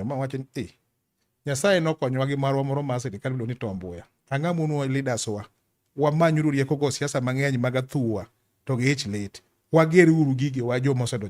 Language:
Luo (Kenya and Tanzania)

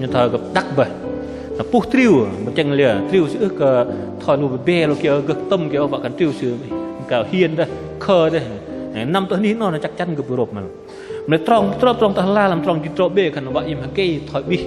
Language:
Bahnar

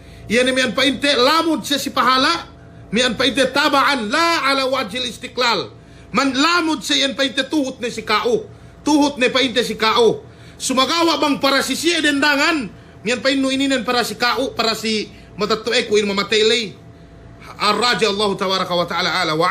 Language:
Yakan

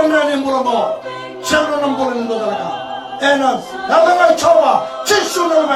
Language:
Fijian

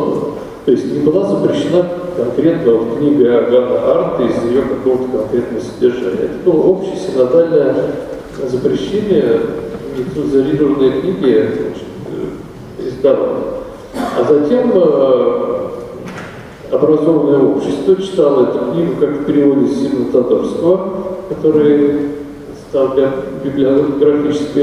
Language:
Russian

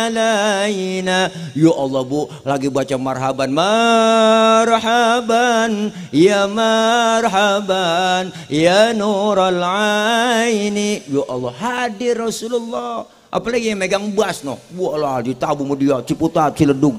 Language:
Betawi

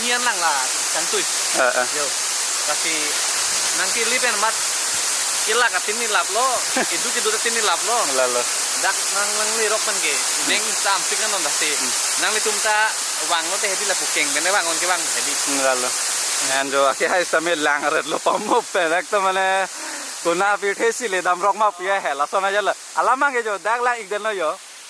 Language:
Karbi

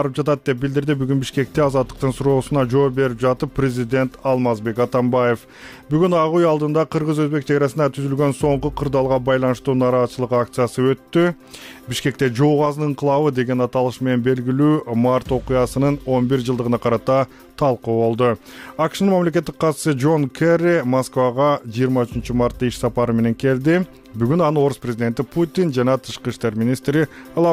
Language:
Kyrgyz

